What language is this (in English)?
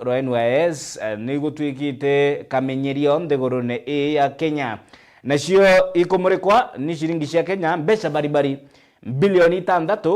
Meru